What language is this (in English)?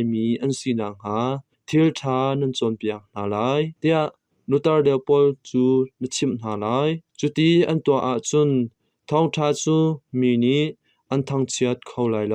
Hakha Chin